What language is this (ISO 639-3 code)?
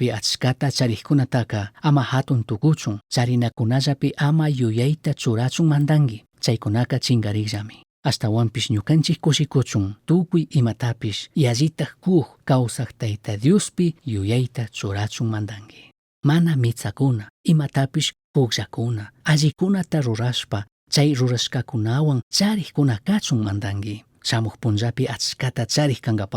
qug